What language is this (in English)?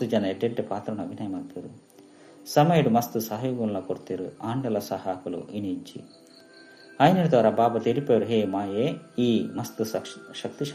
Tulu